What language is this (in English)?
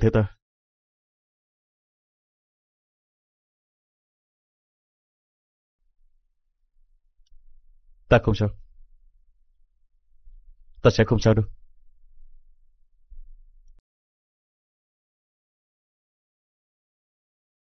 Vietnamese